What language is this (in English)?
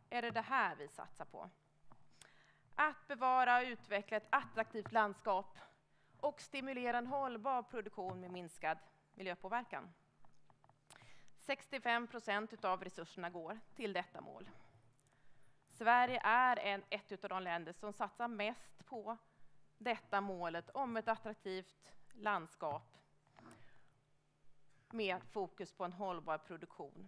Swedish